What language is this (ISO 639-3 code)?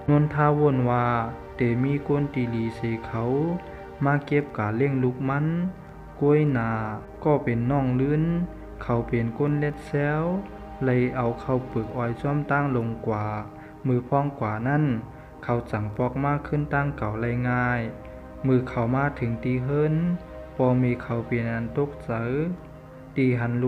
shn